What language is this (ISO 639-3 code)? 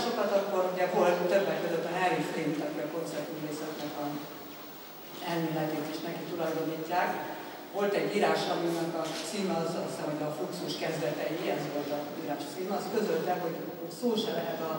hun